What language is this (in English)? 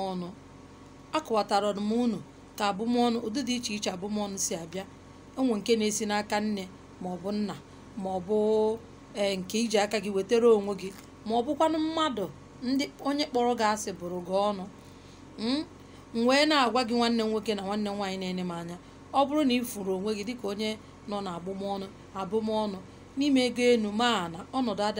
Igbo